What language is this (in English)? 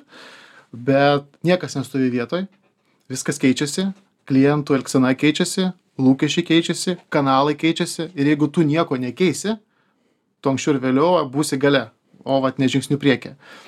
Lithuanian